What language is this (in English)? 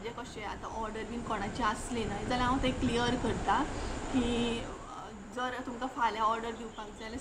Konkani